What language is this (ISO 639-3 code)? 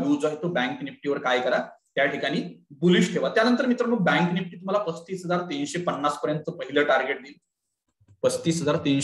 mar